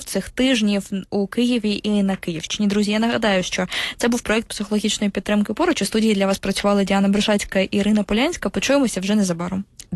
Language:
Ukrainian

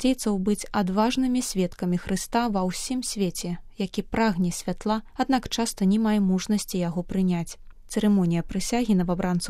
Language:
Belarusian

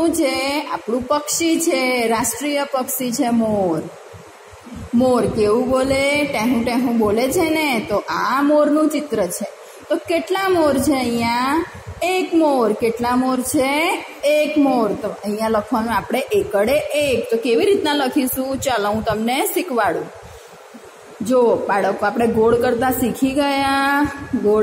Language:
Gujarati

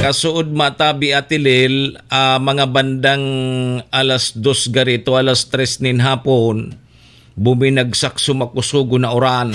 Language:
Bikol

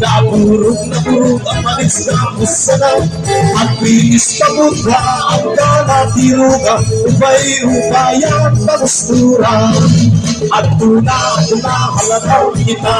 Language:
Waray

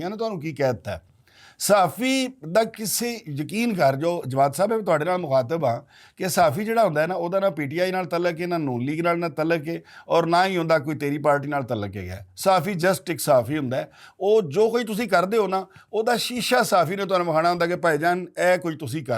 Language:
Western Panjabi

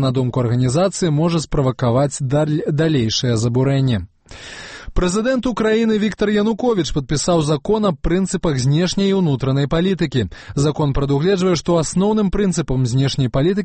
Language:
Belarusian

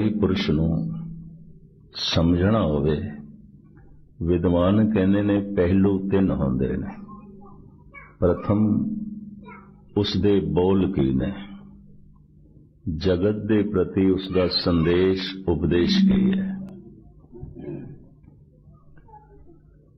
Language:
Punjabi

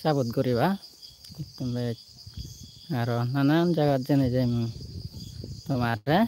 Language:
Chakma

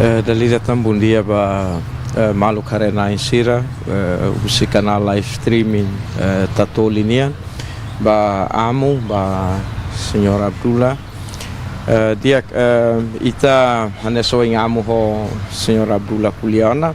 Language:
Tetum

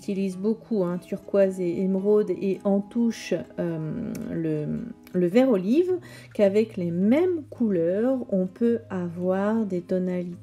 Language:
French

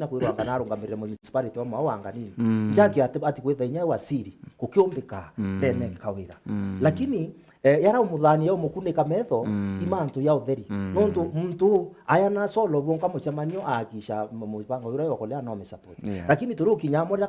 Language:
Meru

